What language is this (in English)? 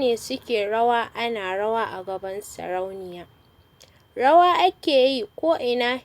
Hausa